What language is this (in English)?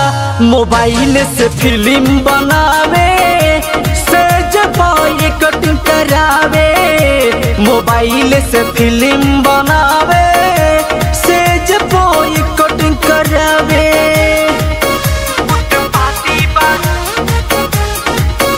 Bhojpuri